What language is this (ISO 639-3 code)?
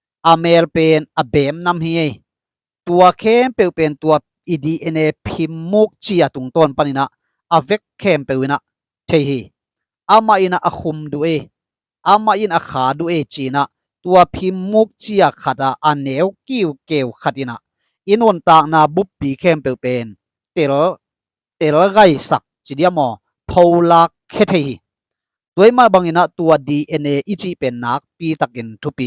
ctd